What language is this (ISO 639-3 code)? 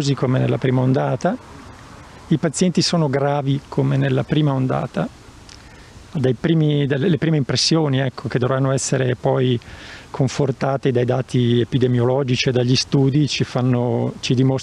ita